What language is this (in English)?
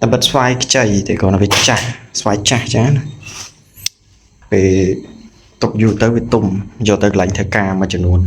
Khmer